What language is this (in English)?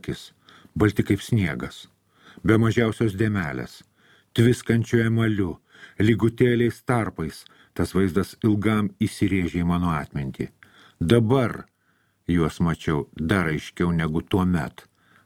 Lithuanian